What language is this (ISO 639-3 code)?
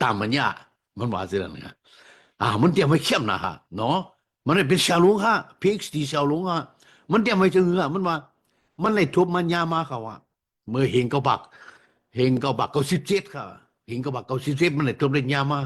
shn